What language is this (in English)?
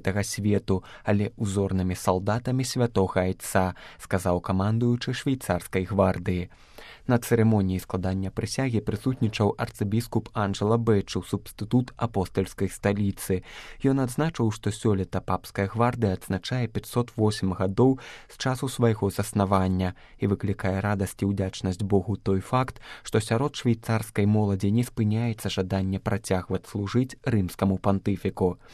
Belarusian